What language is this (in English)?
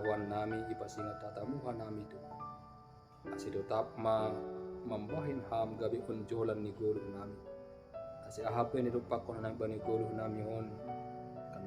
Batak Simalungun